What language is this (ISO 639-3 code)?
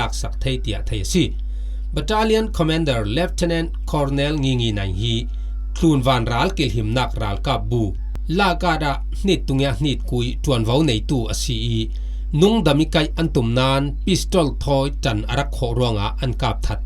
cfm